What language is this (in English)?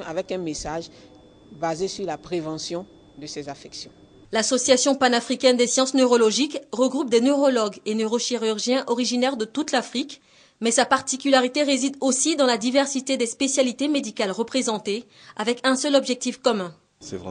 French